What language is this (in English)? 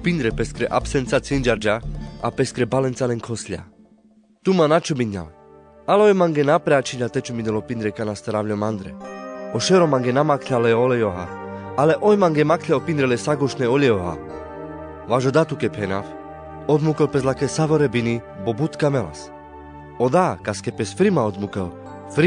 Carpathian Romani